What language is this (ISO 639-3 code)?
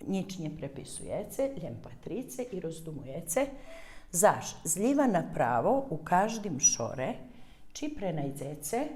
rue